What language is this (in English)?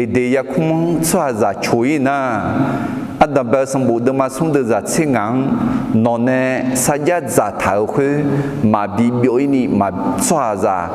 Akha